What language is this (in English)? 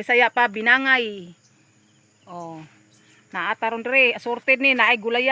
Cebuano